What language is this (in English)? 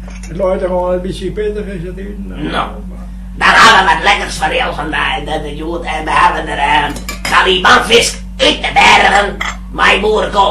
Western Frisian